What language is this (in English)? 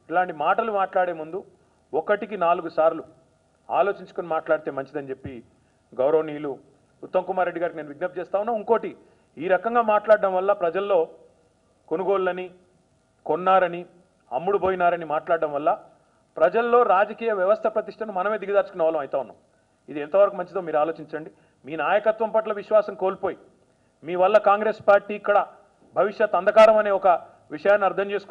Telugu